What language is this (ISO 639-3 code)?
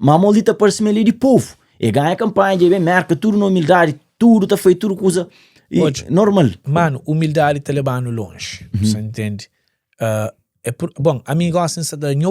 kea